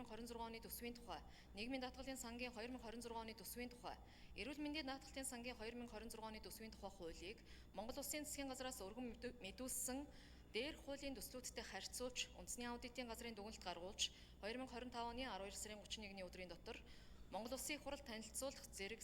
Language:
Mongolian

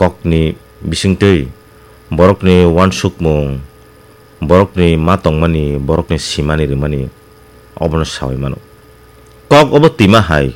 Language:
Kok Borok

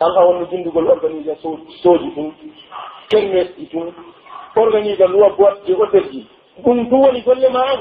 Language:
Pular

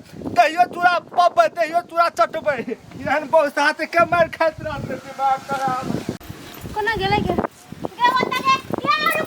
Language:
Maithili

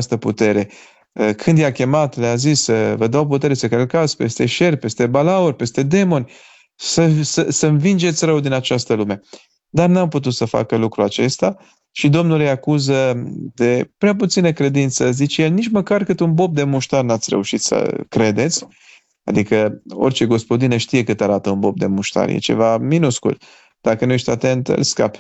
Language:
Romanian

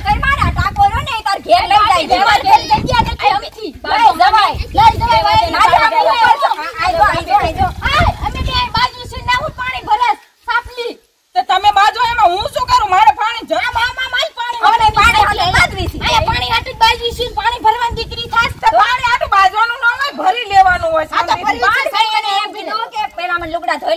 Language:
Gujarati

